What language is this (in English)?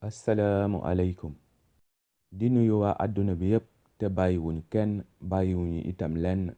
Wolof